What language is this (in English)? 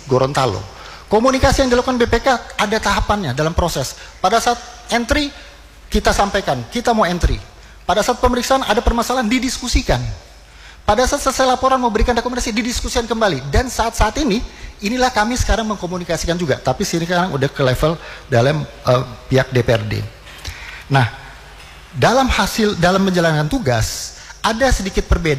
Indonesian